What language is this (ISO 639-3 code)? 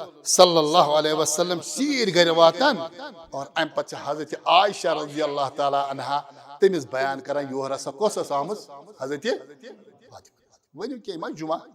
kas